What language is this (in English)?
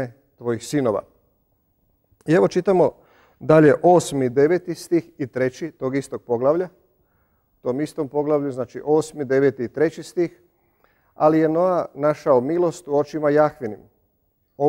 Croatian